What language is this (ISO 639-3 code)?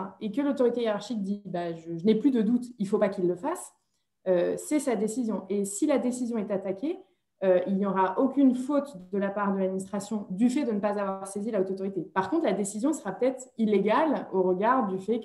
fra